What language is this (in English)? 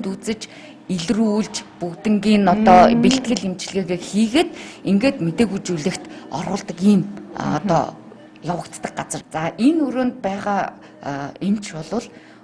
Mongolian